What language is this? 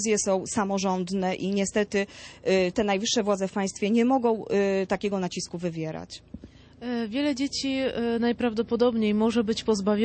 Polish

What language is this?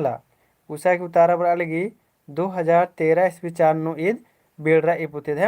Kurukh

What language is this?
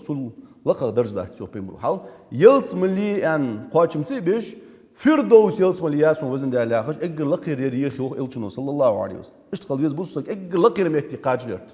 Ingush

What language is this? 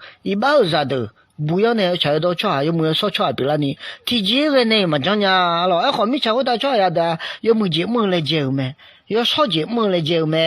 Akha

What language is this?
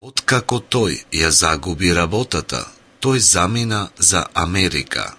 Macedonian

